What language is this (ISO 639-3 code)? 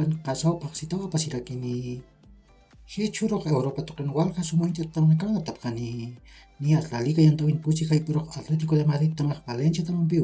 aym